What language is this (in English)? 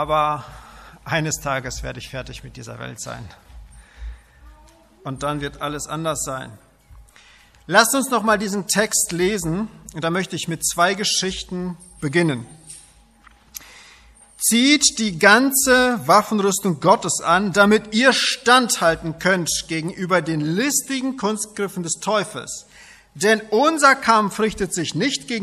German